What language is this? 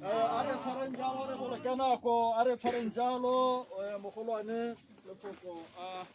Tswana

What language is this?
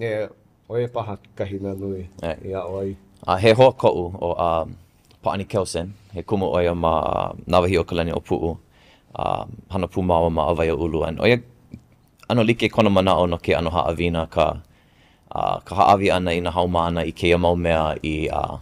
Hawaiian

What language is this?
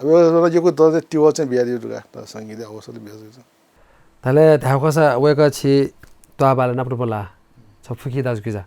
Newari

